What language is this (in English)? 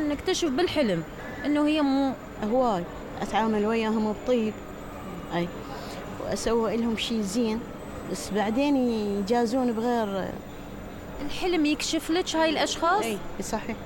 Mesopotamian Arabic